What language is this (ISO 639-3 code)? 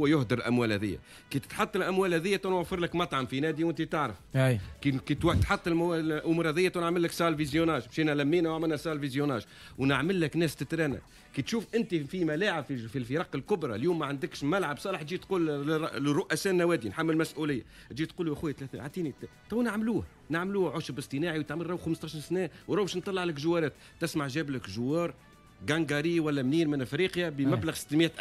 aeb